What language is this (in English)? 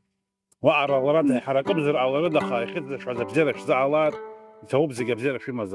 Abkhazian